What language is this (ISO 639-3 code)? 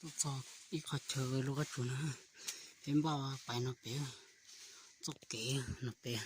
hmn